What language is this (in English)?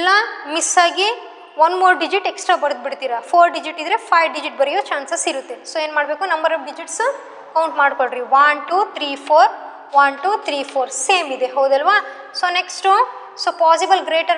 Kannada